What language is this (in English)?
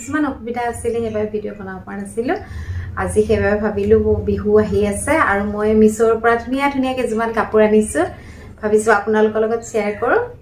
Assamese